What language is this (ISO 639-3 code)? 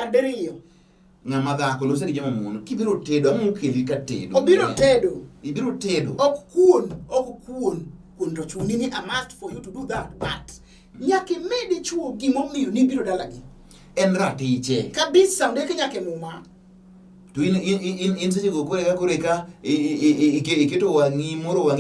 luo